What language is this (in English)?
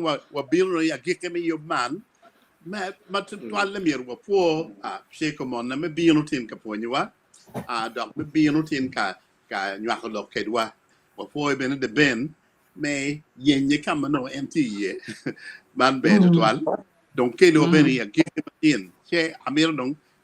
Acoli